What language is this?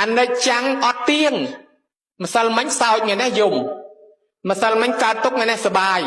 Khmer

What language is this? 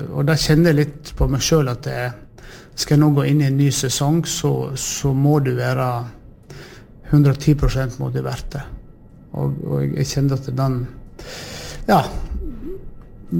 Norwegian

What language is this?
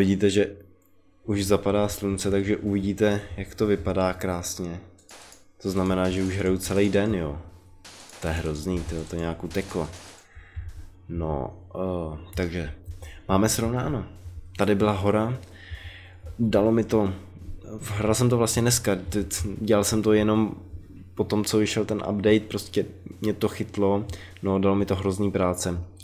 Czech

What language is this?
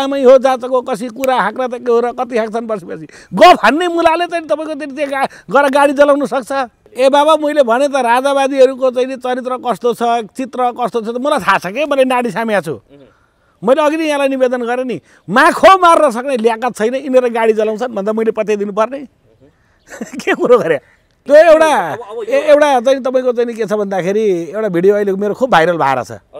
Nepali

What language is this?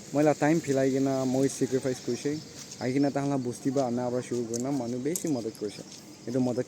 Naga Pidgin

